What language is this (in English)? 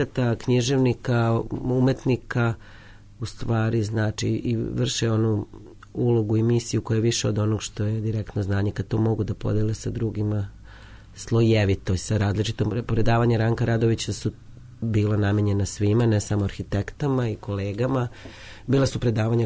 Serbian